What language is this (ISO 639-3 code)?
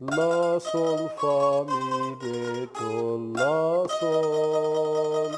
azb